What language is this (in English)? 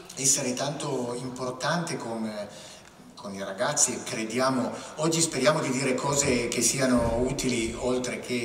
Italian